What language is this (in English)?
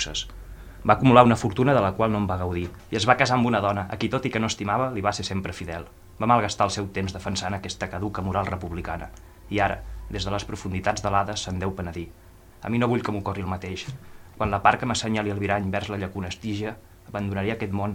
Catalan